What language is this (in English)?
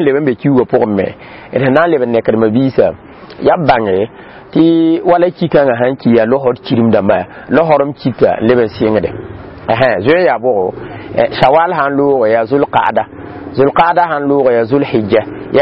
Mossi